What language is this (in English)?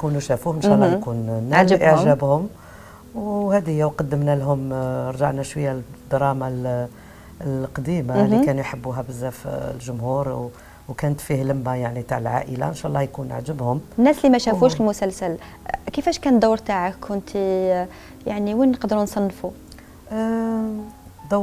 Algerian Arabic